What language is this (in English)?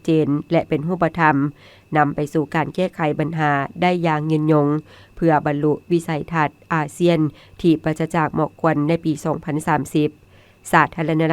Lao